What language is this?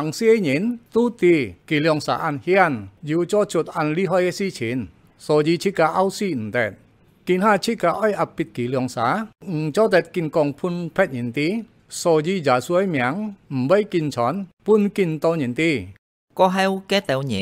Hakka Chinese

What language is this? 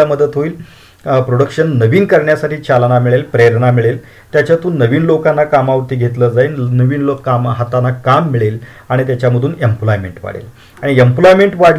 Marathi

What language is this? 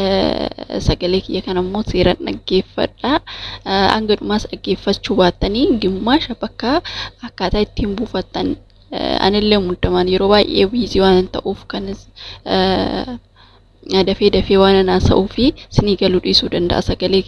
Oromo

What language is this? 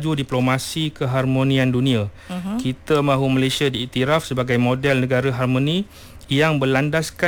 Malay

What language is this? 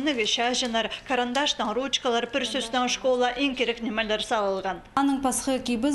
Khakas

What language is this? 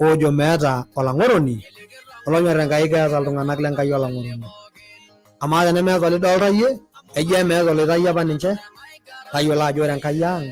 Masai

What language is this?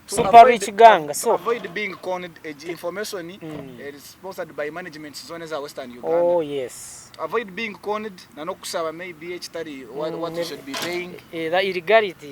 Nyankole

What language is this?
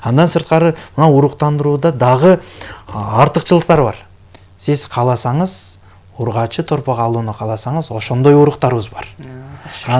Kyrgyz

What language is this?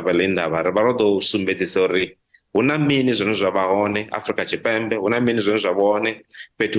Venda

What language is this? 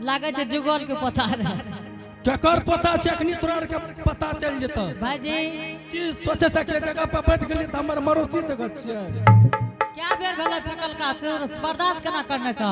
Angika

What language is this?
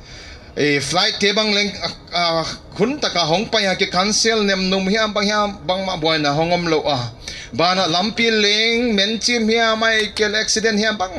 Paite Chin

